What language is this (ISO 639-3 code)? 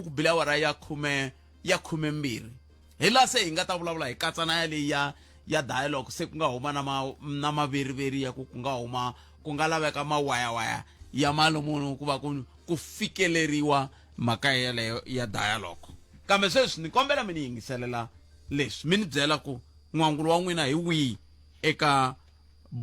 tso